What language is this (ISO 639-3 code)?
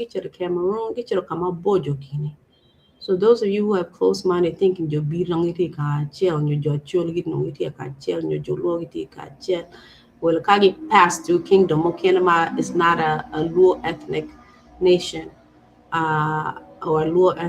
ach